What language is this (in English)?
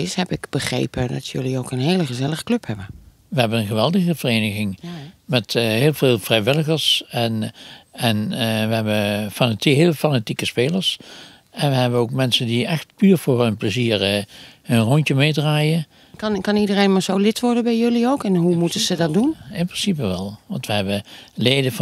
Dutch